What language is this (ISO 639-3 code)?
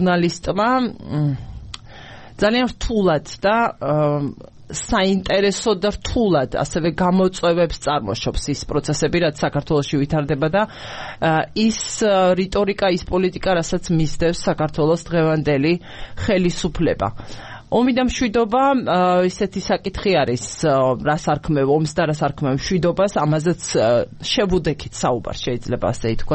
kat